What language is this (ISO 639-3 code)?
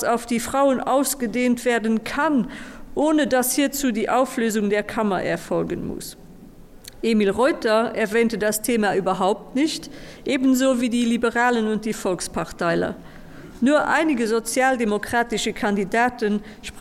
ltz